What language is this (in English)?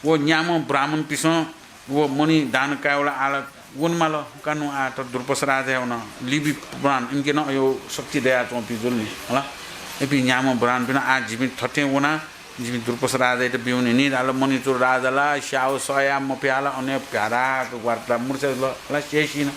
Newari